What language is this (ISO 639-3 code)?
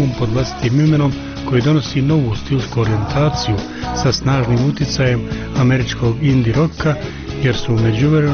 bos